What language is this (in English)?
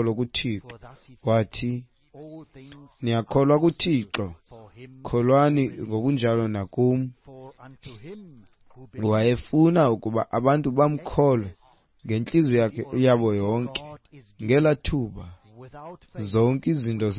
Xhosa